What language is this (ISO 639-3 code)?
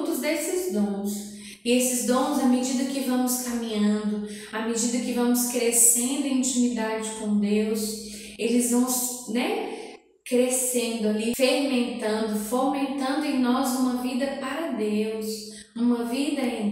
por